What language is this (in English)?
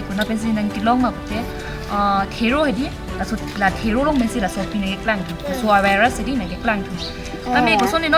Karbi